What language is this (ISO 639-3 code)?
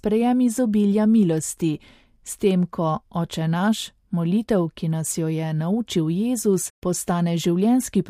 slv